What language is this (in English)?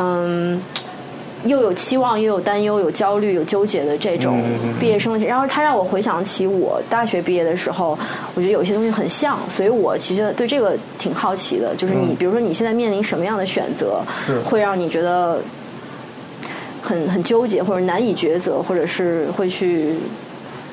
Chinese